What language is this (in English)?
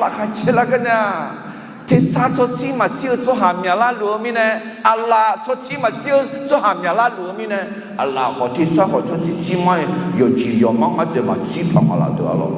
Akha